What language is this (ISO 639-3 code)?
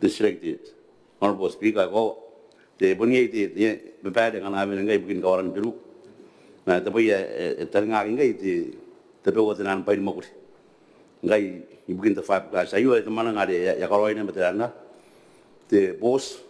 gil